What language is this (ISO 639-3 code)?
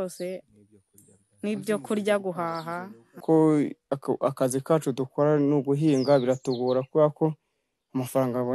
kin